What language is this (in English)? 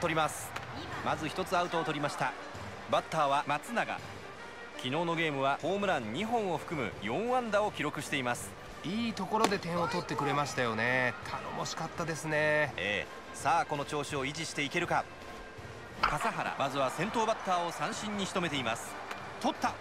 Japanese